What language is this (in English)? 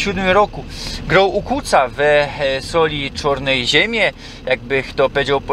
Silesian